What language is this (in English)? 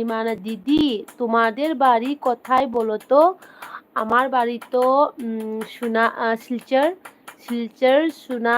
Manipuri